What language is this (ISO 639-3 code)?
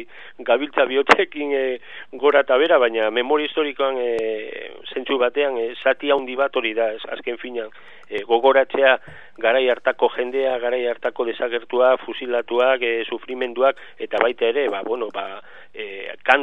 eus